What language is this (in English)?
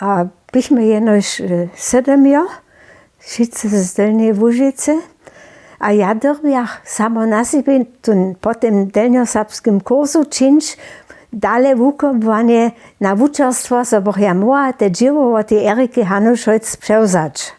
Upper Sorbian